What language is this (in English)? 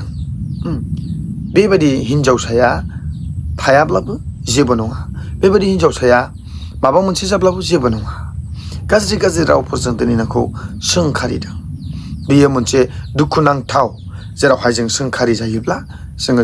Bodo